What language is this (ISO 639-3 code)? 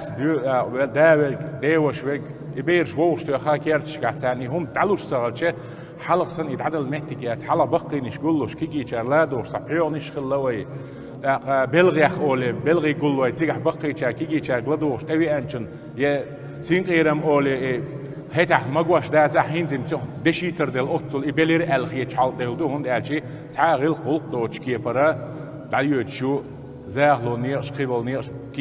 che